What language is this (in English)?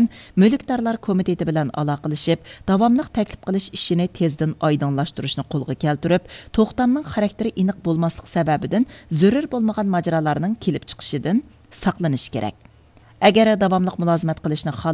Uyghur